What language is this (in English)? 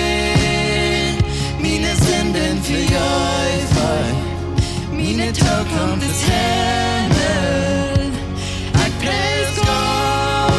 Plautdietsch